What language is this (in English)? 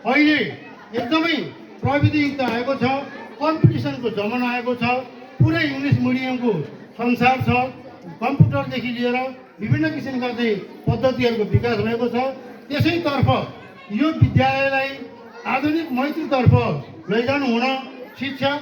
Nepali